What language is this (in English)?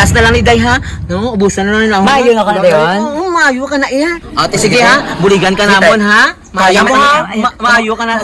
Hiligaynon